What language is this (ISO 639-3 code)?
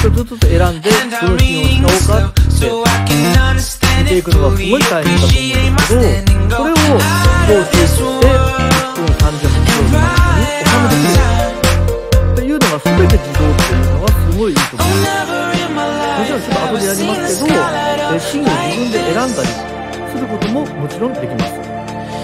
jpn